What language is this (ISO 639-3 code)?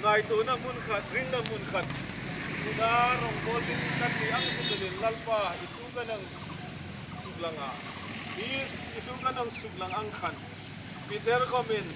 hmr